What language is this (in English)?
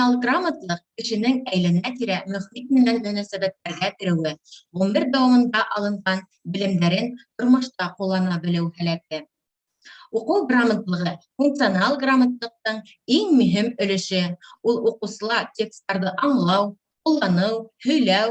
Bashkir